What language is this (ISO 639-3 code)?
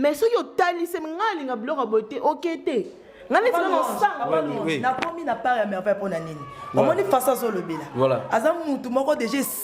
lin